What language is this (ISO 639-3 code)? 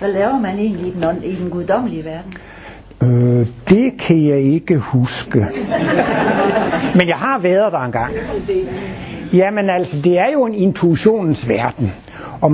dan